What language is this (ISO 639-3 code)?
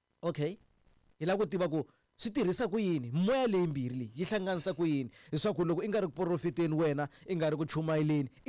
tso